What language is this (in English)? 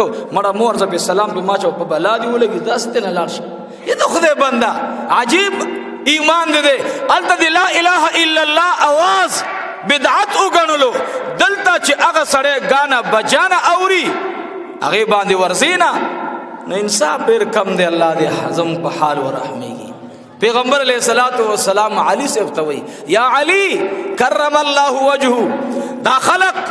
Pashto